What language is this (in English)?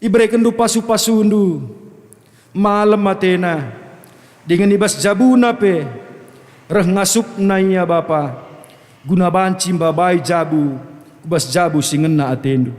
Batak Karo